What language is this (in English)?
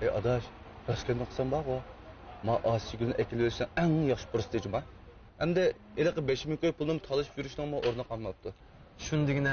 Uyghur